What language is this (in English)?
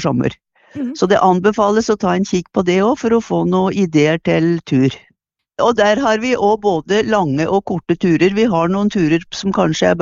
Norwegian